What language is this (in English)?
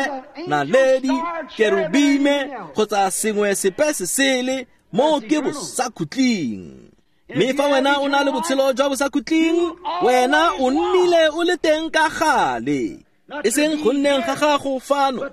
Tswana